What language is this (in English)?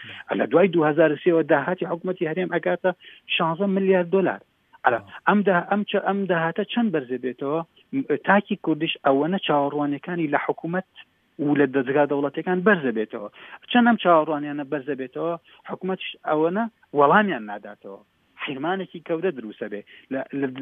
Central Kurdish